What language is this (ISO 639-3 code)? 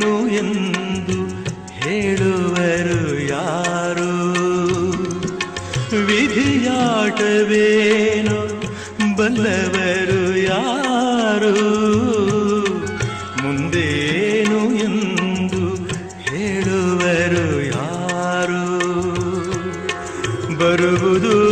kan